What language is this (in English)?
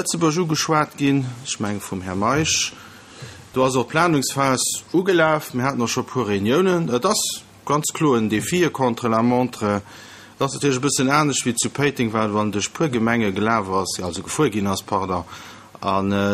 Luxembourgish